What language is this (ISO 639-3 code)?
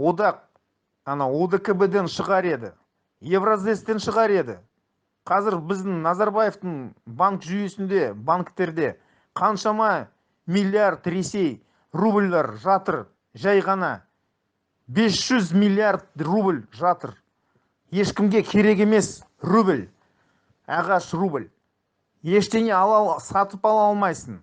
kaz